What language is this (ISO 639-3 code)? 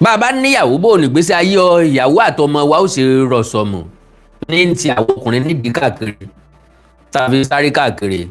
yor